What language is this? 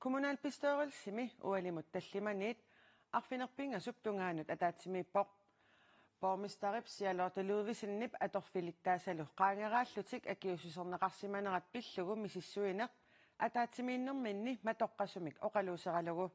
Kalaallisut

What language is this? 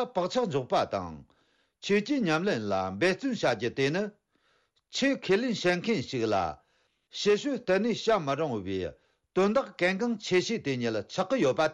Tibetan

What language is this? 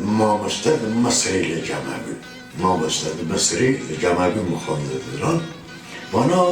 Kurdish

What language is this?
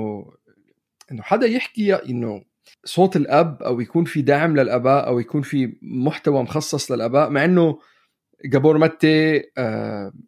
North Levantine Arabic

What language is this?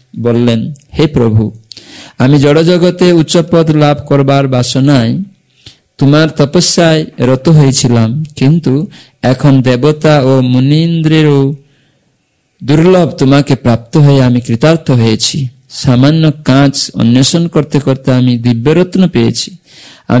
Bangla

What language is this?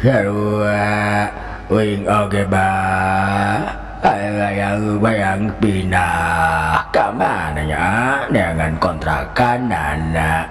Sundanese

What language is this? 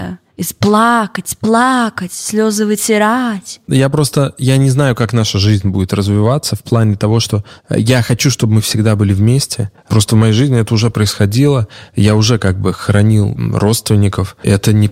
Russian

